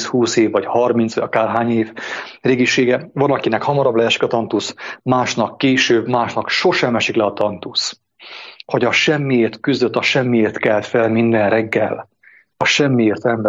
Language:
Hungarian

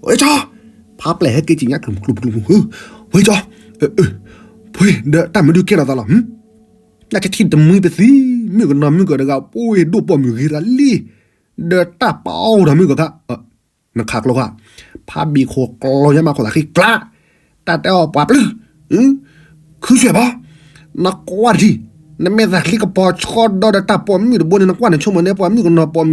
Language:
S'gaw Karen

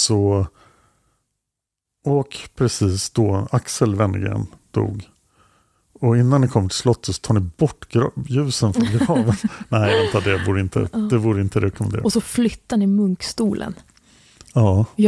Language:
Swedish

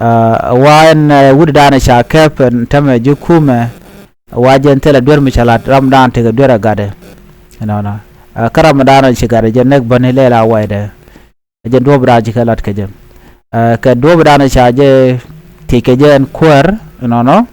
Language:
Nuer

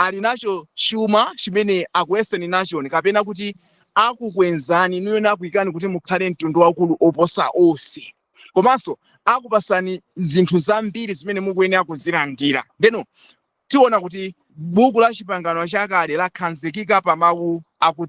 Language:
Nyanja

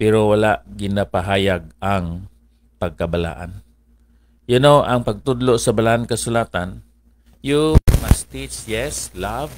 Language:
Hiligaynon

